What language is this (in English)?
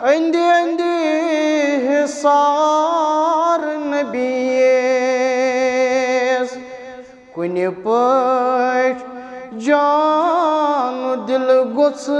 Kashmiri